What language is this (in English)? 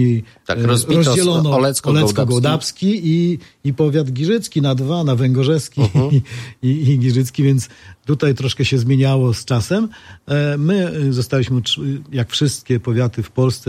Polish